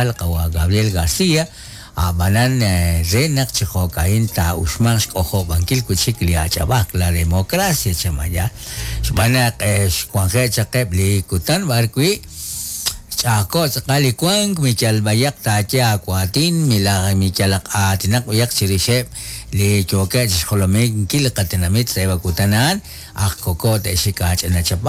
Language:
Kekchí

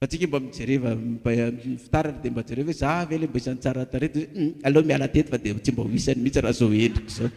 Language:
Malagasy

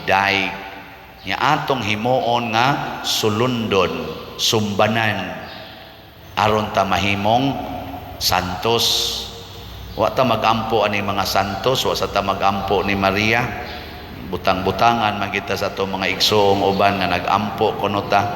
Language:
Cebuano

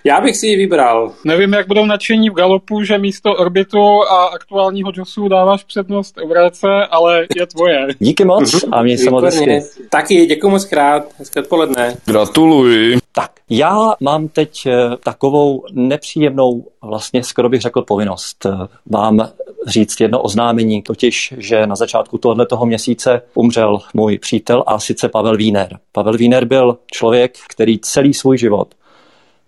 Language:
Czech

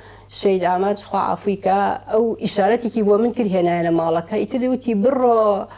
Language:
Central Kurdish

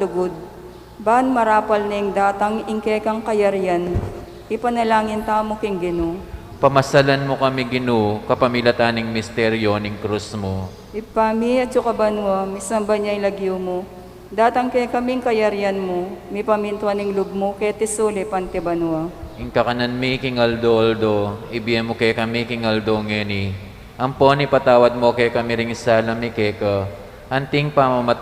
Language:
Pampanga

